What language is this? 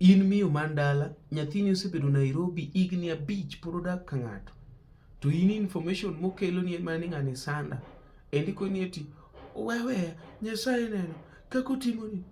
Luo (Kenya and Tanzania)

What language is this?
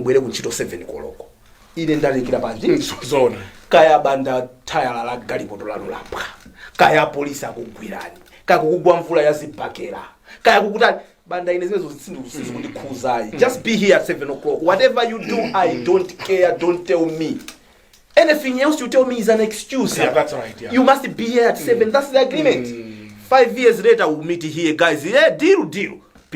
Nyanja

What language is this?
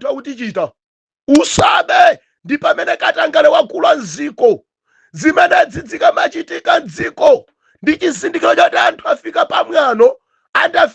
Nyanja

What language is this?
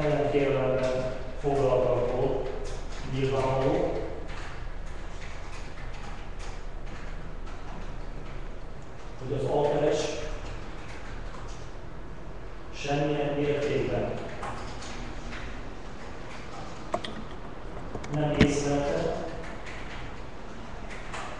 Hungarian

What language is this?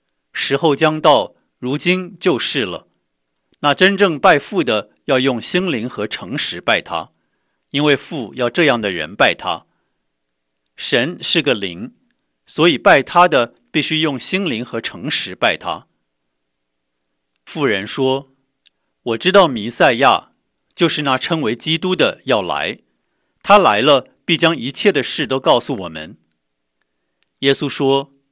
Chinese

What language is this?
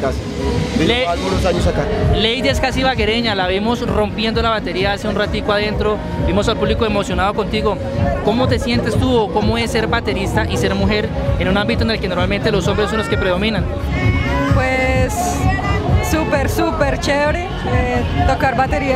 Spanish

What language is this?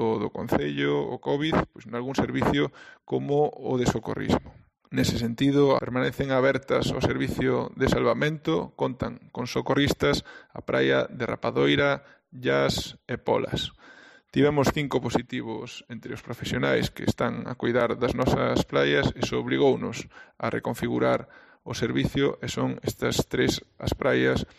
Galician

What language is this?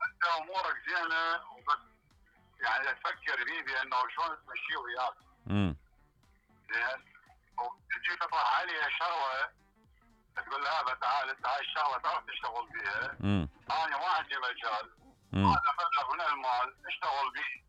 Mesopotamian Arabic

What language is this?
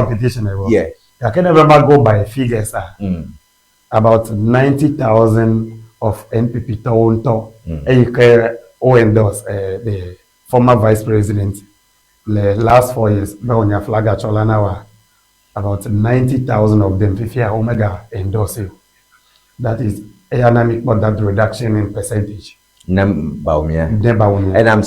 Ewe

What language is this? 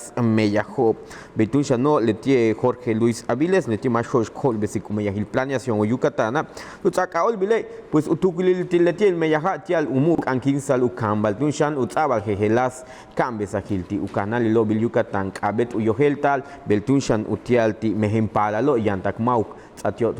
Yucateco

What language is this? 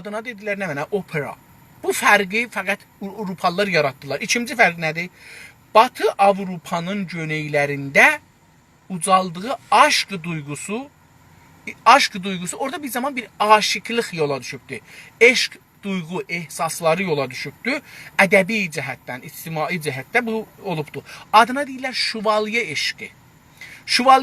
South Azerbaijani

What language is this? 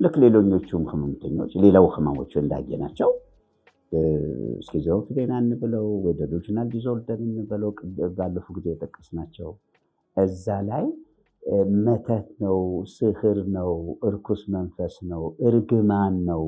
Amharic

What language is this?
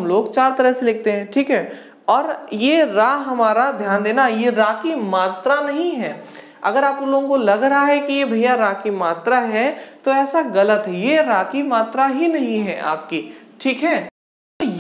Hindi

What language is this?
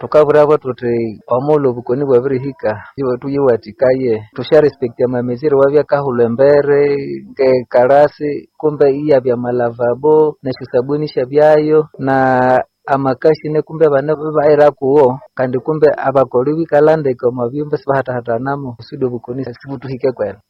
Nande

